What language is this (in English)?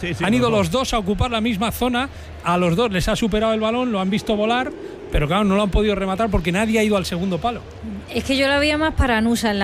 Spanish